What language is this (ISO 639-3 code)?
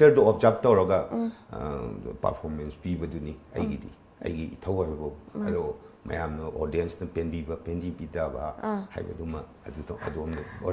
mni